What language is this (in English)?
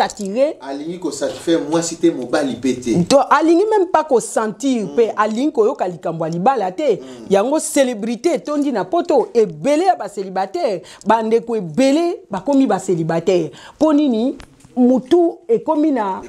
Lingala